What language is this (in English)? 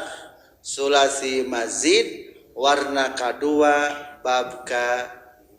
Sundanese